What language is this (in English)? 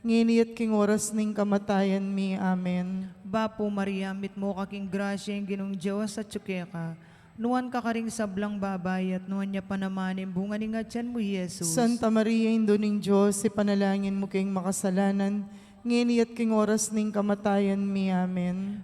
Pampanga